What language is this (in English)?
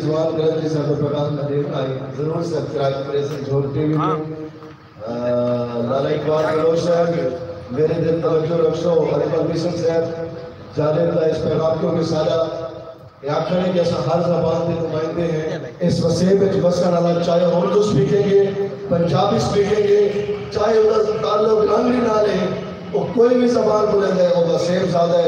Saraiki